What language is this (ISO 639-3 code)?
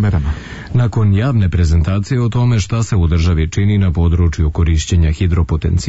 srp